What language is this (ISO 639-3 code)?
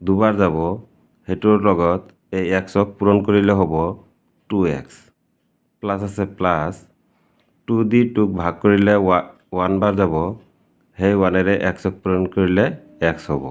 asm